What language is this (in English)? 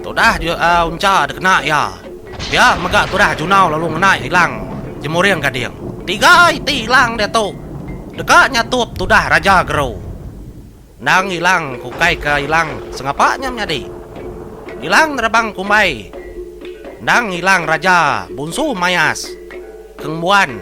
Iban